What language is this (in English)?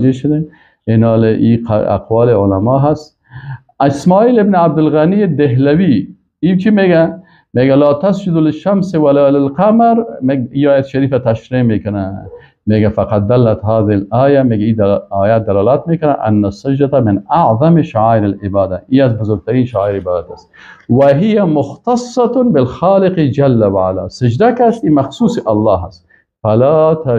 Persian